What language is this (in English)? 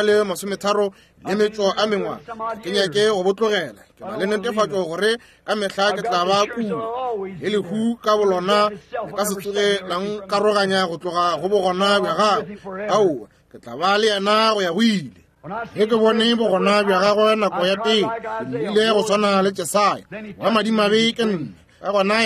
Northern Sotho